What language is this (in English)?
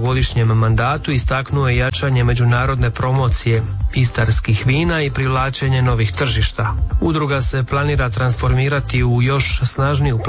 Croatian